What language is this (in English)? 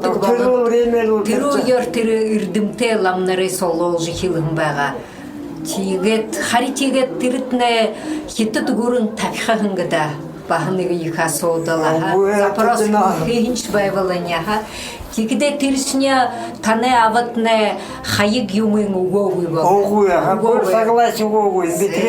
Buriat